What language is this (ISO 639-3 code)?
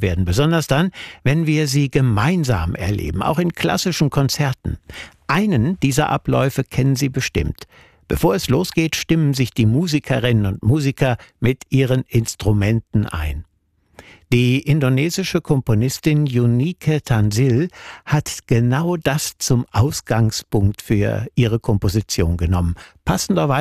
deu